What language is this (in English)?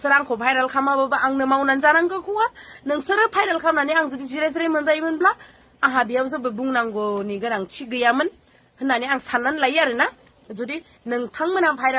Bodo